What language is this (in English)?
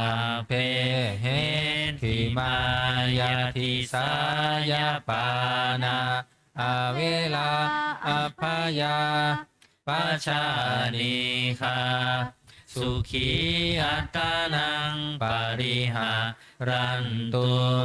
Pali